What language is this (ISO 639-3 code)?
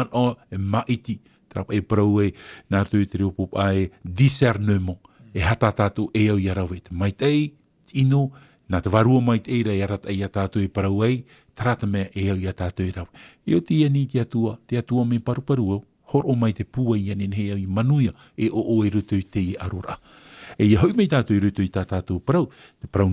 tah